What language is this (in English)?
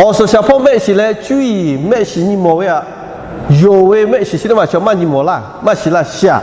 Lahu